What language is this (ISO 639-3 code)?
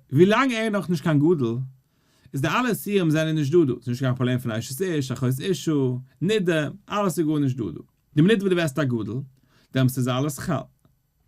yid